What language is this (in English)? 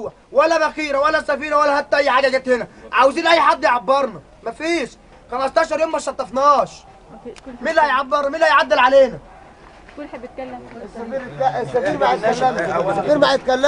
Egyptian Arabic